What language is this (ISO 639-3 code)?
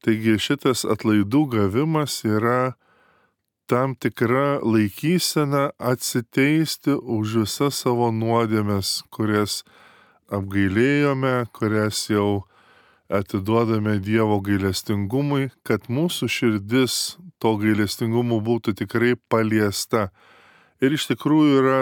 lit